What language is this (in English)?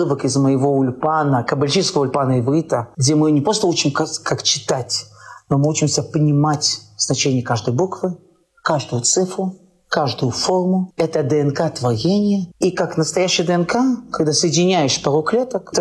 Russian